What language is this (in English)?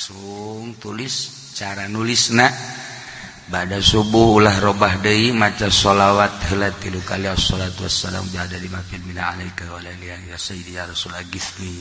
Sundanese